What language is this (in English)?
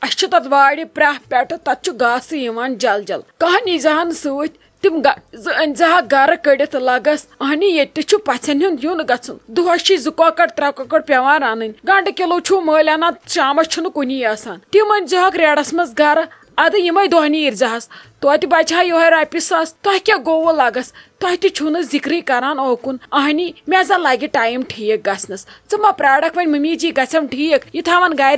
Kashmiri